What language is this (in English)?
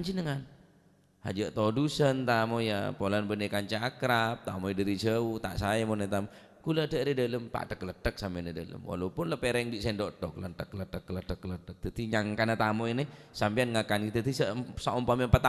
Madurese